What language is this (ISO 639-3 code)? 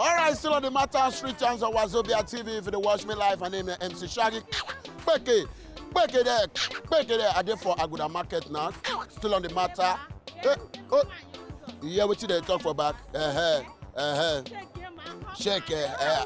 pcm